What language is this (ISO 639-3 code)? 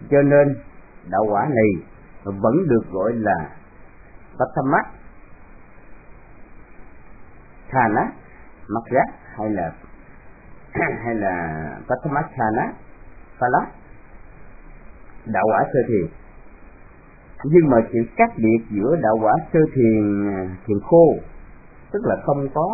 vie